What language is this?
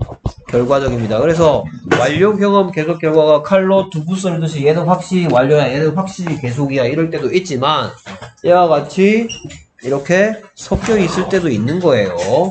Korean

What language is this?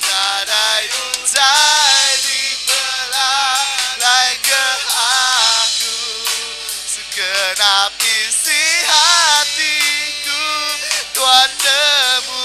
Iban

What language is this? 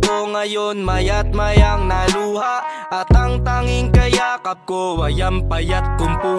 Filipino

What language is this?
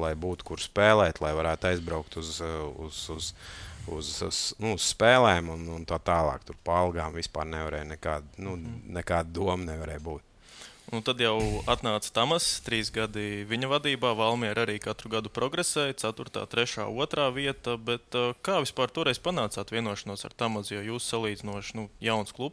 Latvian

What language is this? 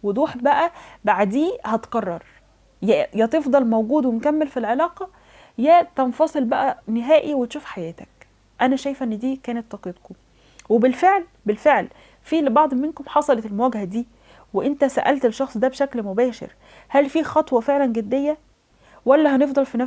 Egyptian Arabic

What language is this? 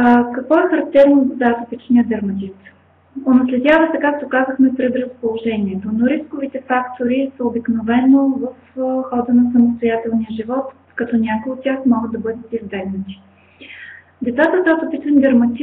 Bulgarian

